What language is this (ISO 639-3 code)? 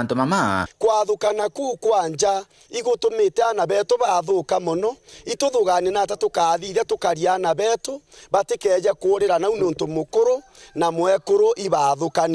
mer